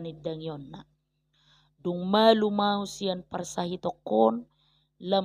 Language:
Batak Toba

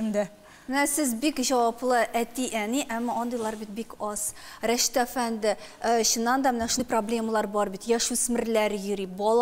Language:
Tatar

